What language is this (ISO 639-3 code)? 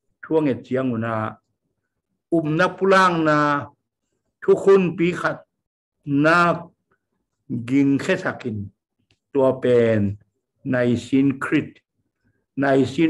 ctd